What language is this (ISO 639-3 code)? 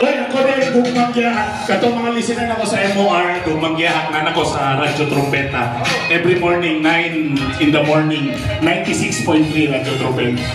ceb